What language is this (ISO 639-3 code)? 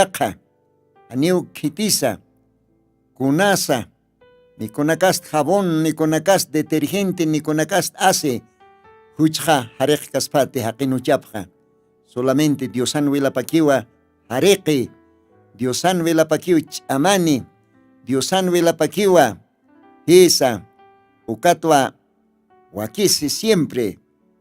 aym